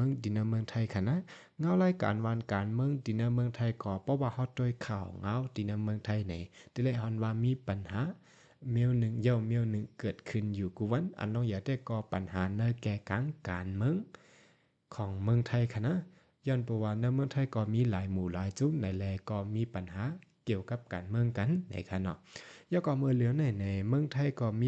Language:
Shan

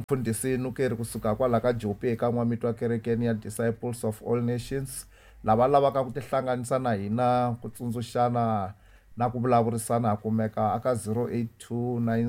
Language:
Tsonga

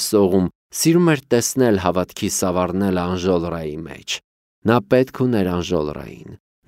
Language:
Armenian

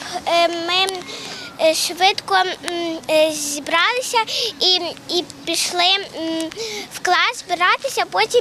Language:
Ukrainian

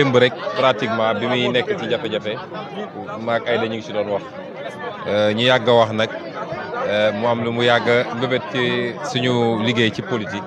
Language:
Wolof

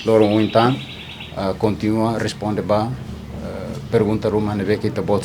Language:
Tetum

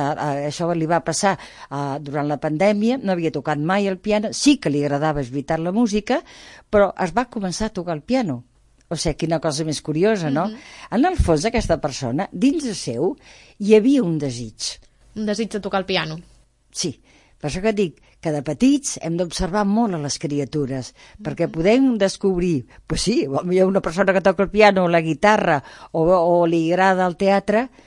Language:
Catalan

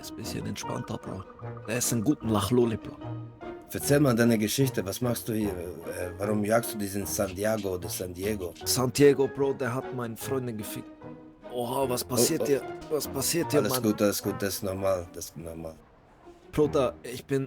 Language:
Swiss German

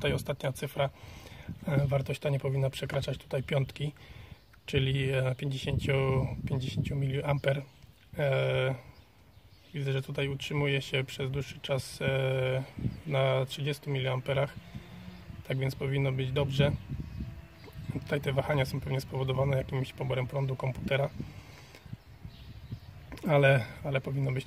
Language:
Polish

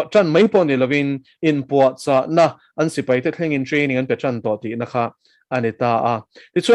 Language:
Mizo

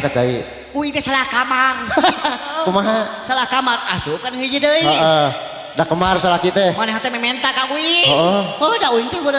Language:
Sundanese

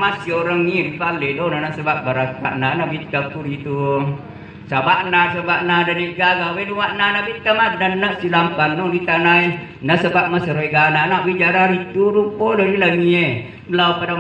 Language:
Buginese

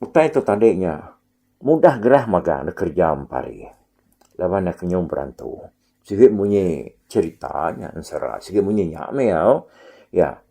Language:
Iban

